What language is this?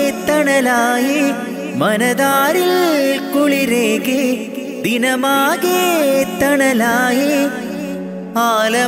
Malayalam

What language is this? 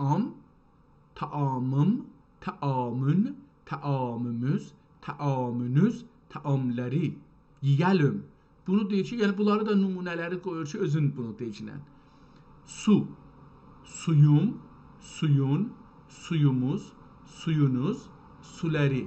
South Azerbaijani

